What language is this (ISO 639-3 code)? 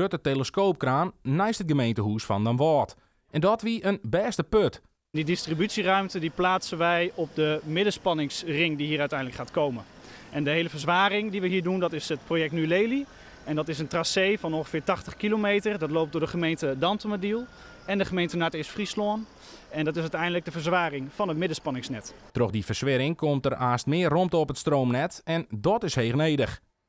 fry